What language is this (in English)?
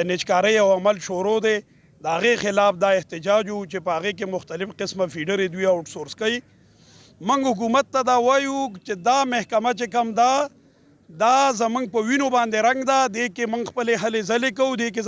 Pashto